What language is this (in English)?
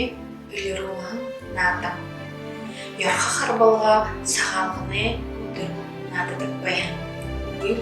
Buriat